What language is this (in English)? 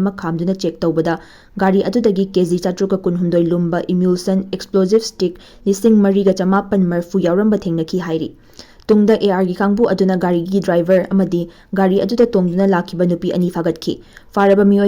Manipuri